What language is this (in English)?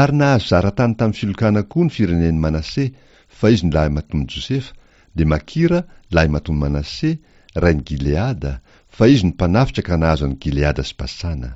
Malagasy